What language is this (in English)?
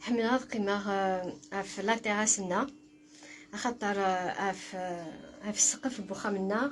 Kabyle